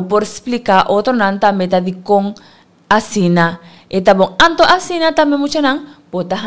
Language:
Papiamento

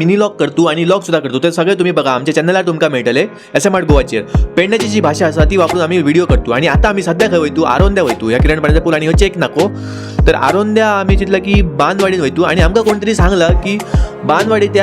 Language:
Konkani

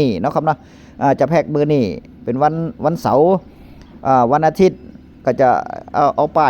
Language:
Northeastern Thai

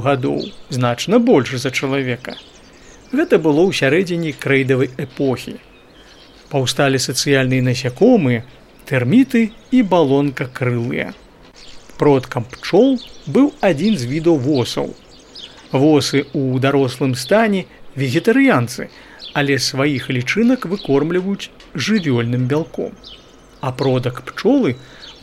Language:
Belarusian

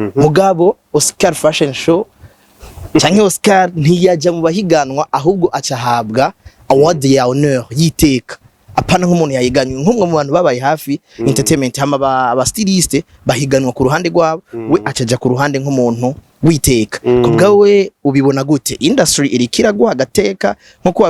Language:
Rundi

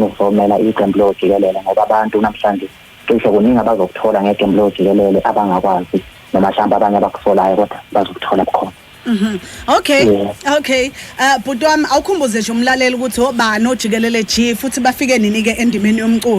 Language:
Zulu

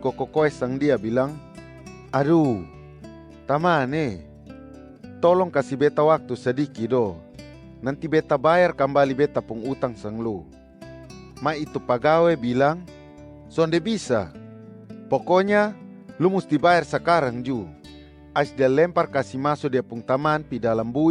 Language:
Kupang Malay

